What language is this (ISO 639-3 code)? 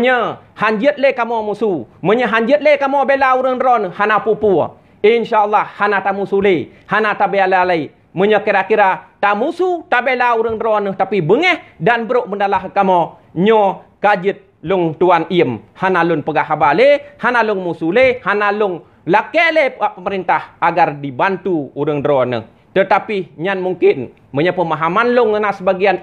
ace